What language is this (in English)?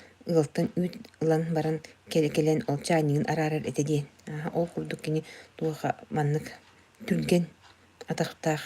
Yakut